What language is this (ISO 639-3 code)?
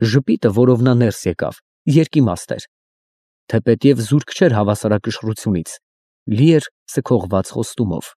hye